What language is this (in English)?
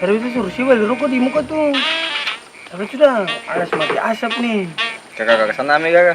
Ambonese Malay